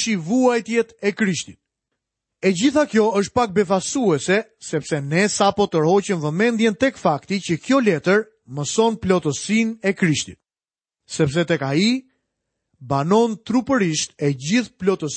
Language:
Albanian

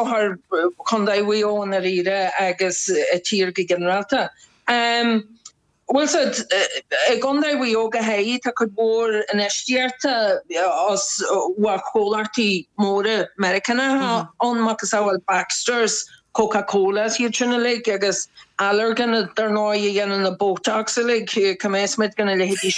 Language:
Irish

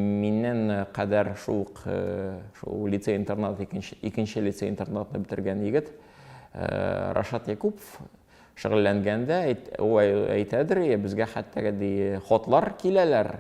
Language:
Tatar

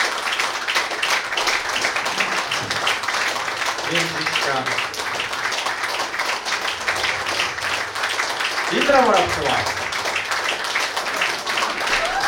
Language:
Czech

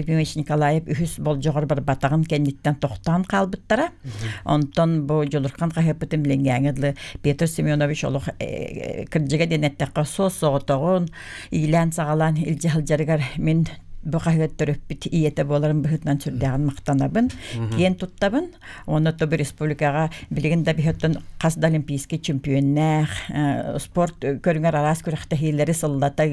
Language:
Yakut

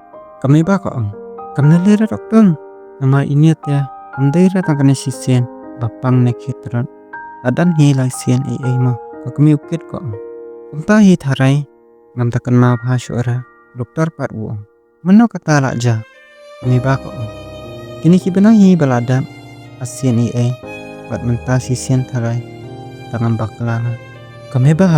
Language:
Khasi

